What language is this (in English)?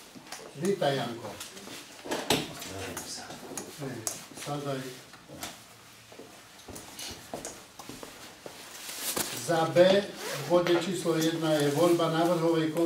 Slovak